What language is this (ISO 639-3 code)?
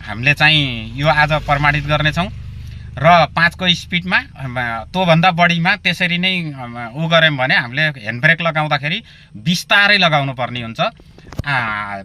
nep